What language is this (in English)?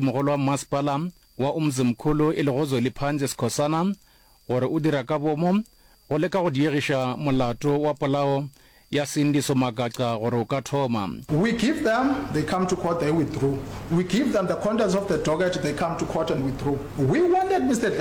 Northern Sotho